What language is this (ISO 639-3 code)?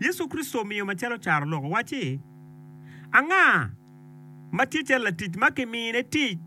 ach